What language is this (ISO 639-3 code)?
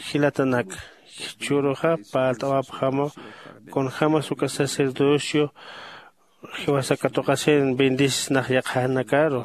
aym